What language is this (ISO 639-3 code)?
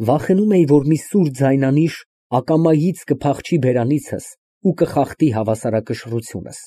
hye